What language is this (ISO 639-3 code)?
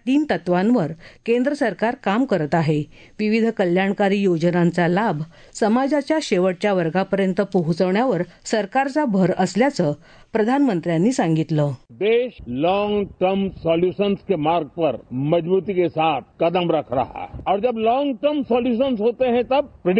mar